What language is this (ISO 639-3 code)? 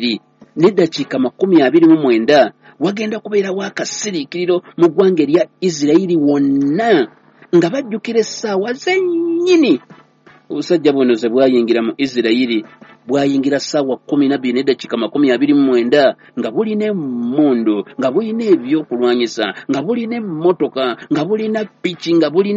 lug